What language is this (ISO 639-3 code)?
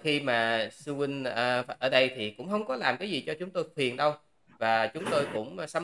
vie